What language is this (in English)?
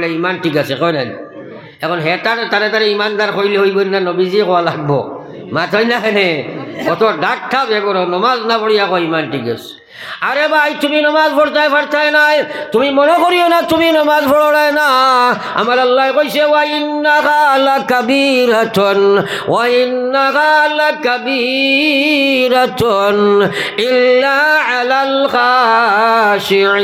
Sylheti